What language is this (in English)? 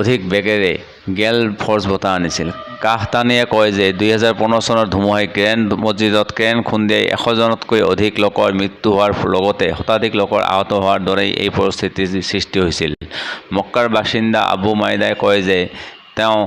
Assamese